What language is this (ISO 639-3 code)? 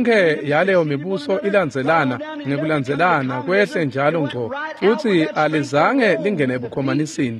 ssw